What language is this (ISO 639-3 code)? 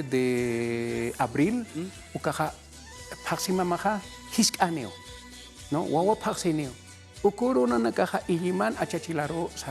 aym